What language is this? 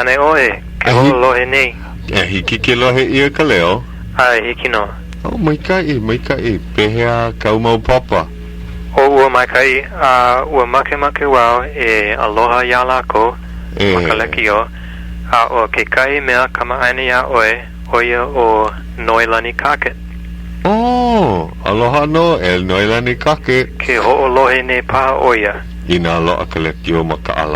Hawaiian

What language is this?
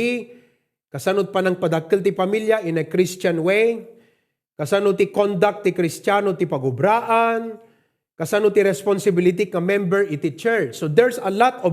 Iloko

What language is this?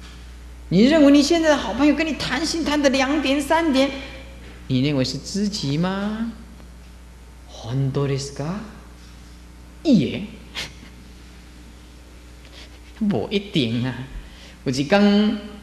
Chinese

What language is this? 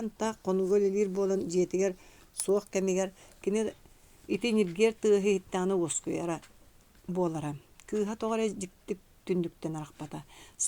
Yakut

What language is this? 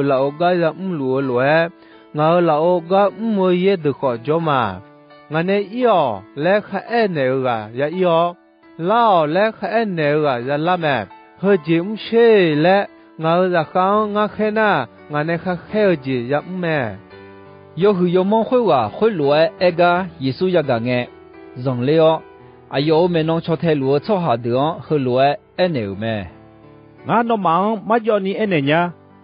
Akha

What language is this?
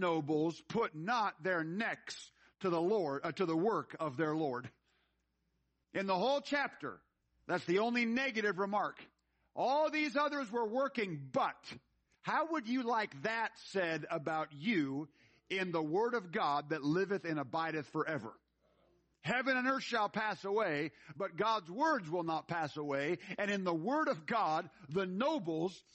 English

